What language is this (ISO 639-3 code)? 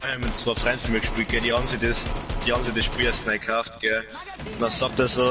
bar